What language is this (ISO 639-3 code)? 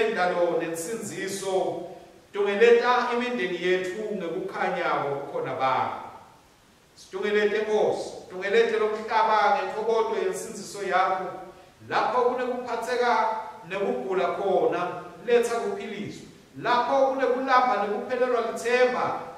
ssw